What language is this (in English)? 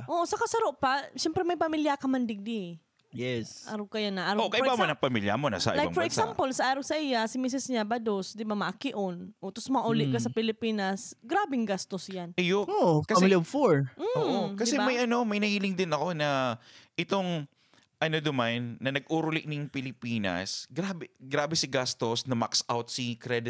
Bikol